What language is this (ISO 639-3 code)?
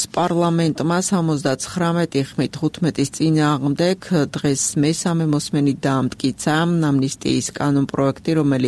kat